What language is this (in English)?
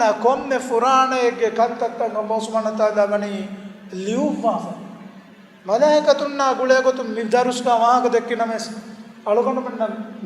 Divehi